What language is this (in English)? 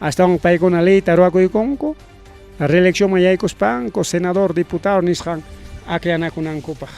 Ayacucho Quechua